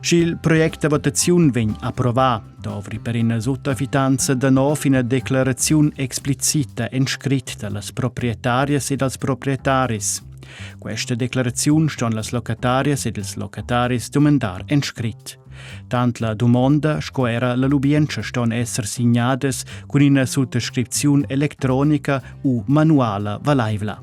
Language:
Romansh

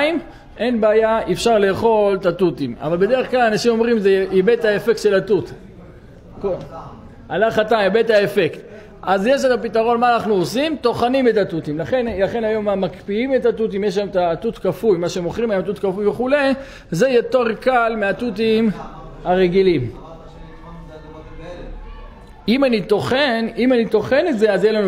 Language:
Hebrew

